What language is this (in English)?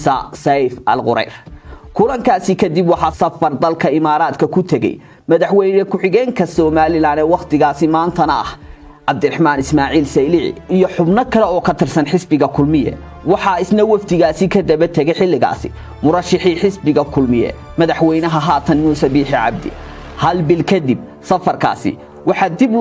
Somali